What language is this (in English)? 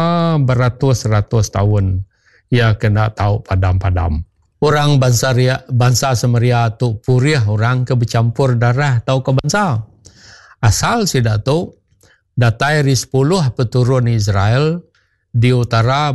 Iban